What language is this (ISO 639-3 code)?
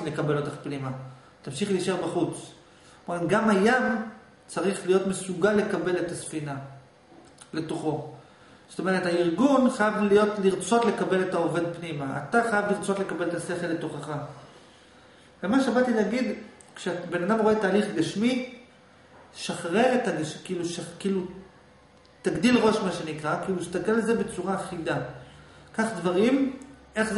heb